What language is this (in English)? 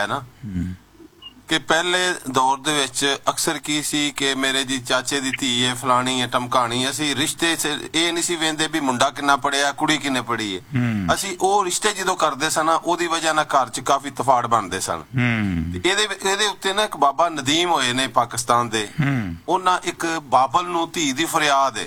Punjabi